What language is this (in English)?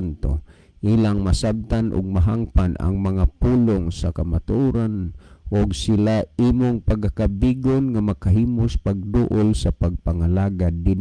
Cebuano